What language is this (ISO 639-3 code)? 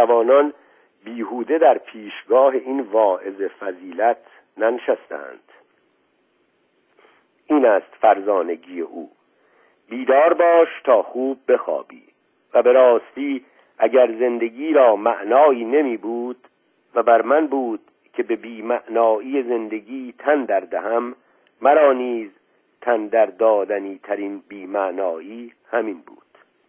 fas